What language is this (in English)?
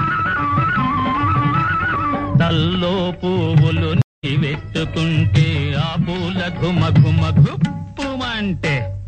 Telugu